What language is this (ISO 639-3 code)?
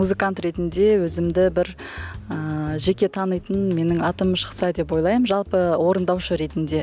kaz